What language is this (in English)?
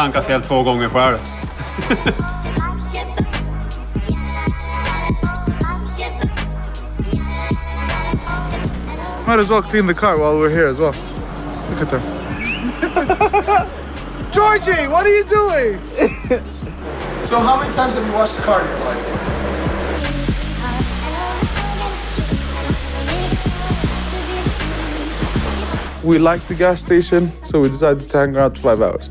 English